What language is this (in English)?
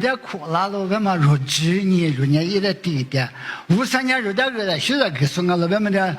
Lisu